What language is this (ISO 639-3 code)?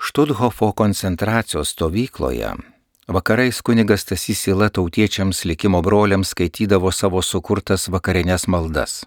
lit